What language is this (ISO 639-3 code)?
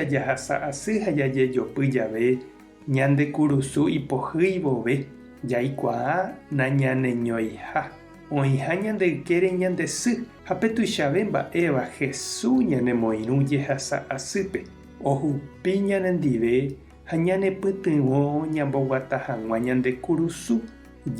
grn